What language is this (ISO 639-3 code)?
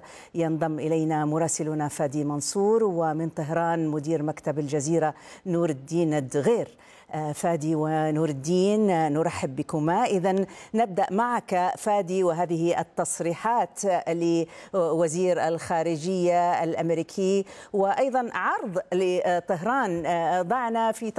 ara